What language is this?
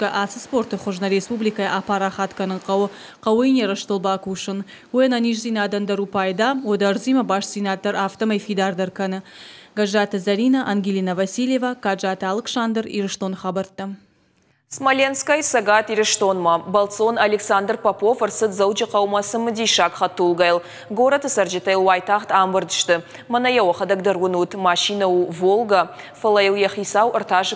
Ossetic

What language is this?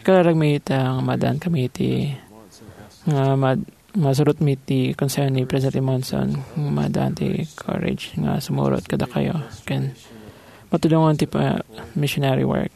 Iloko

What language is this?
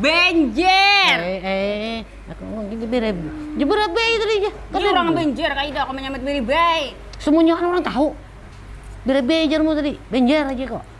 Banjar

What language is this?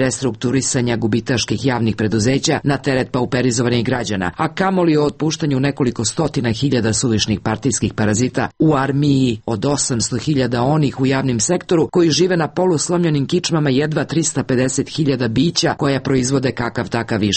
Serbian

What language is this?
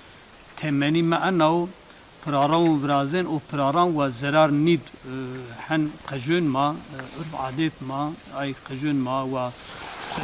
Zaza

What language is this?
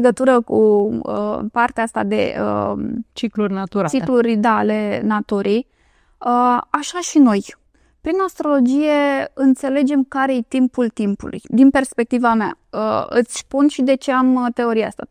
Romanian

